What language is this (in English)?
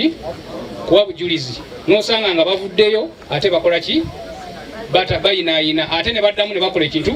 Ganda